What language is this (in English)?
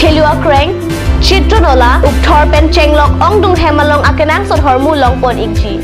Karbi